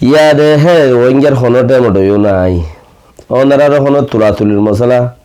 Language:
Rohingya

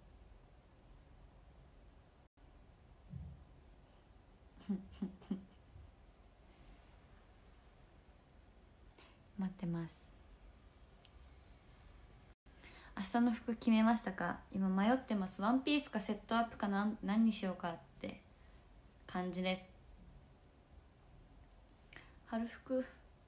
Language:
Japanese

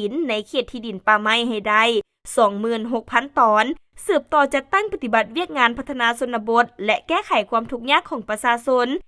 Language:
Lao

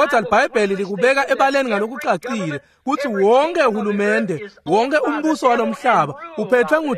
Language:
Swati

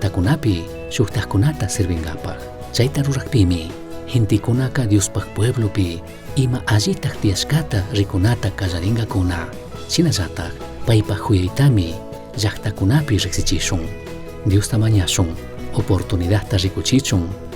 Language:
Chimborazo Highland Quichua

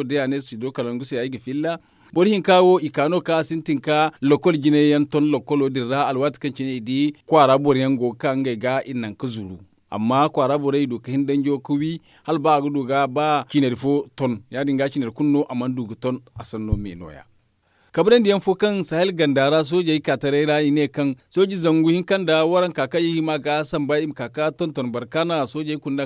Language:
Zarma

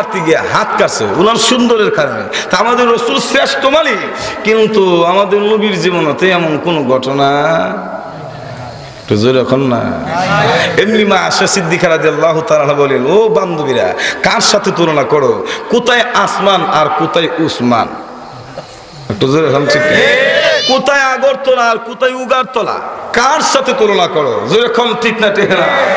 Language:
Bangla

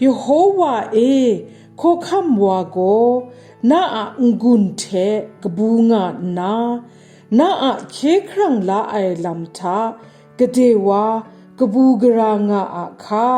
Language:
Kachin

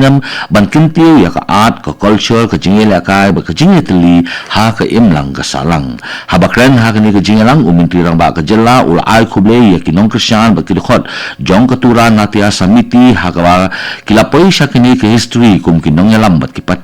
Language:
Khasi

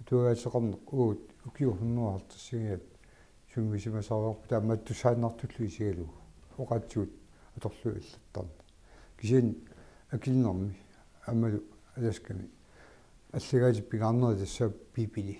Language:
Kalaallisut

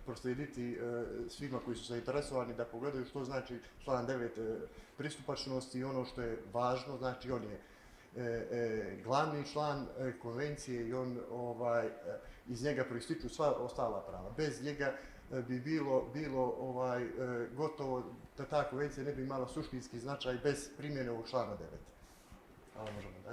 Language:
Bosnian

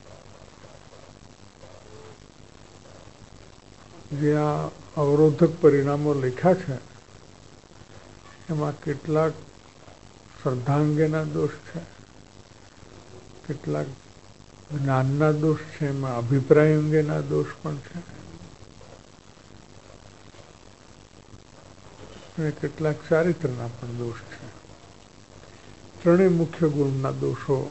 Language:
Gujarati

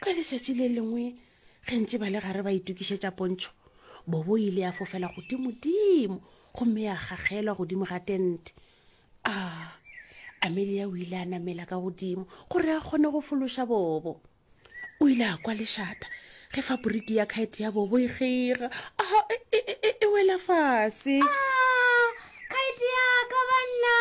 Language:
Northern Sotho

